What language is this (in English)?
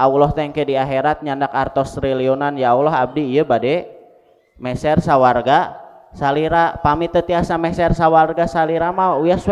Sundanese